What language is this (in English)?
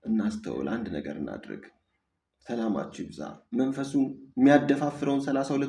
Amharic